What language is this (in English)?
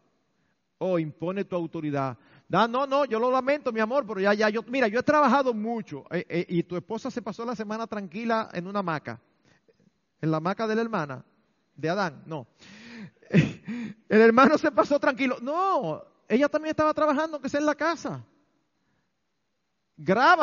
Spanish